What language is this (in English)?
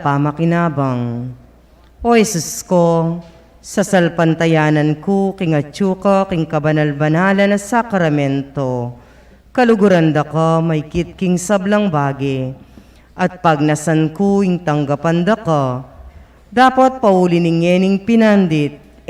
Pampanga